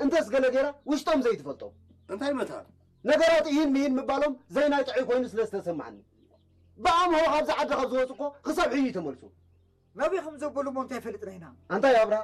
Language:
Tigrinya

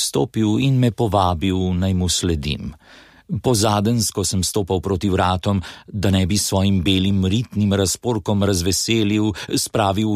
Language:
Slovenian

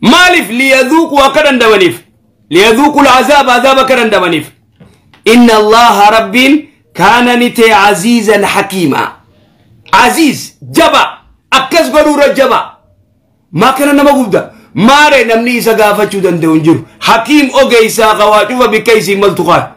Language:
Oromo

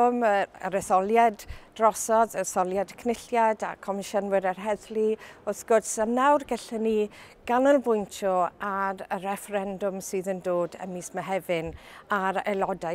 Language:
Welsh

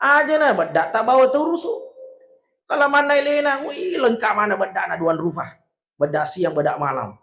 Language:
Buginese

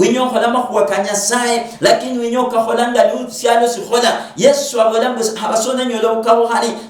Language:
Luyia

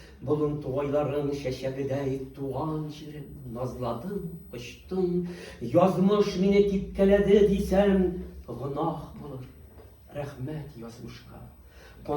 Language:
Tatar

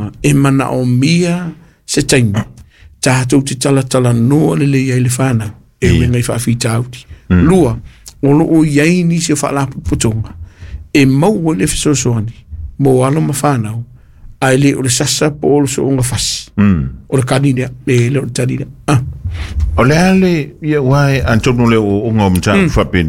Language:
Samoan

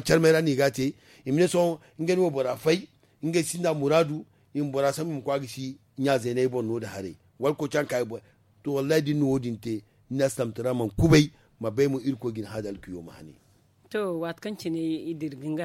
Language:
Zarma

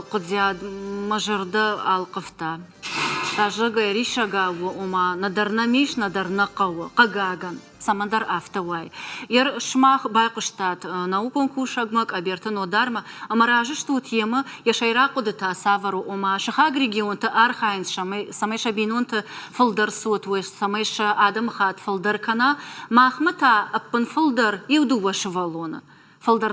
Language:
Ossetic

